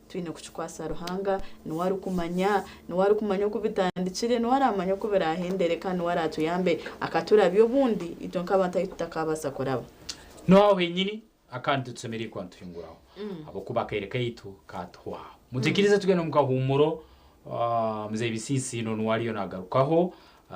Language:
Nyankole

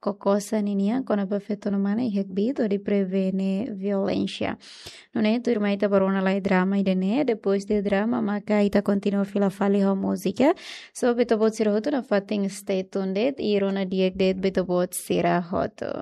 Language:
Tetum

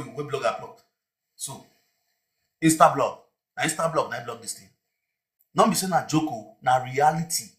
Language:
Nigerian Pidgin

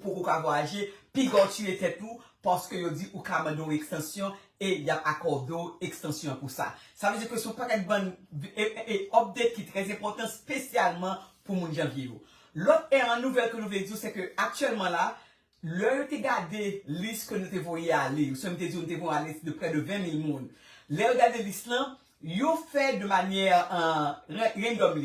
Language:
Haitian Creole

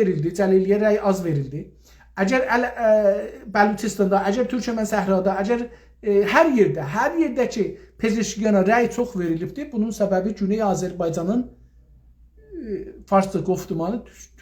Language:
South Azerbaijani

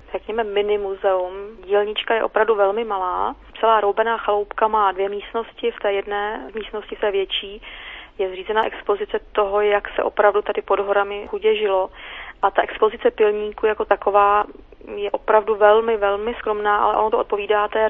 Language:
Czech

